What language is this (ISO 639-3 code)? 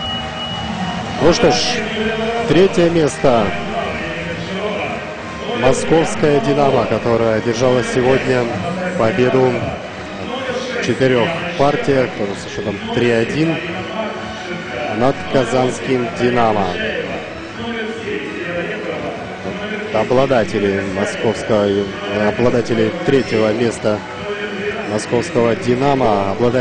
rus